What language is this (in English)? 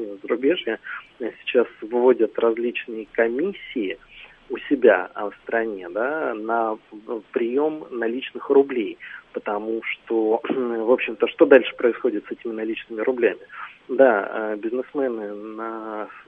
Russian